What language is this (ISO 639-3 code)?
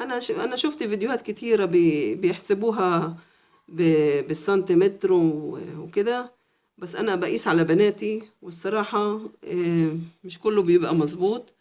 arz